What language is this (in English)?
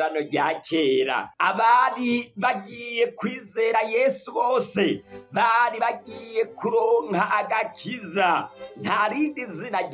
Rundi